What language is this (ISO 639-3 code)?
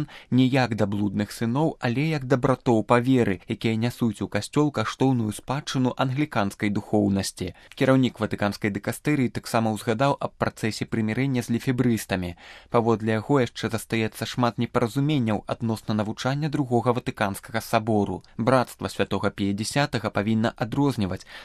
bel